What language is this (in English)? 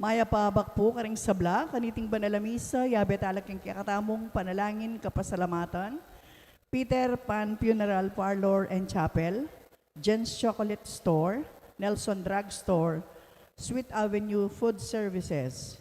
Pampanga